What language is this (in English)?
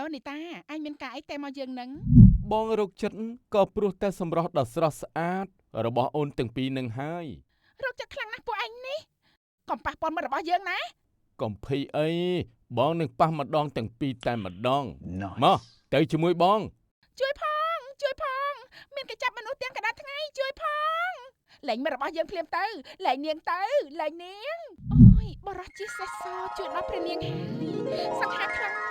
Khmer